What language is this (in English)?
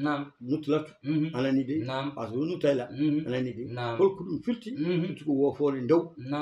Fula